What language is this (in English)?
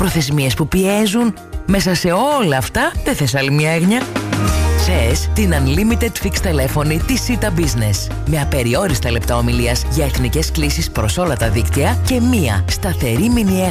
Greek